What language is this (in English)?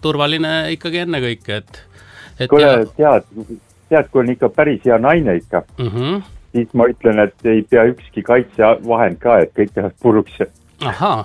Estonian